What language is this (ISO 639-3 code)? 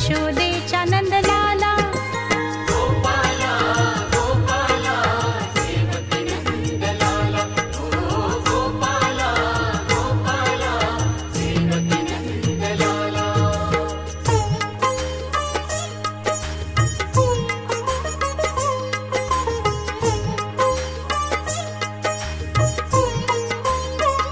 mar